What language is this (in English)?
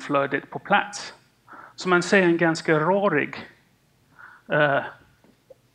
Swedish